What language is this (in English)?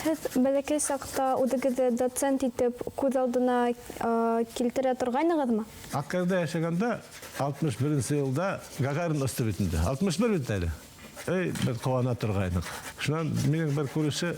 Bashkir